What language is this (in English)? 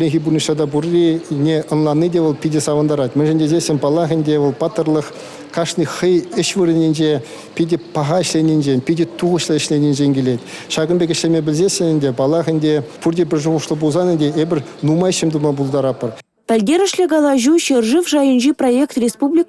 Chuvash